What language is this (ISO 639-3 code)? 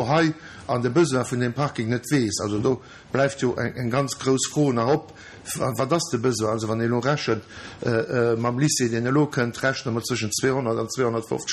ltz